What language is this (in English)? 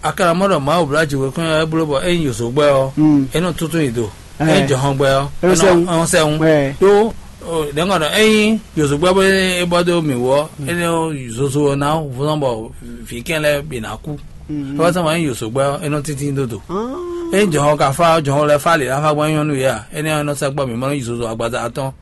Fon